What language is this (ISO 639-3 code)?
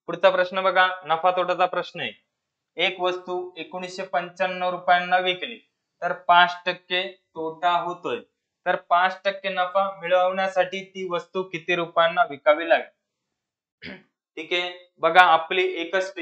mar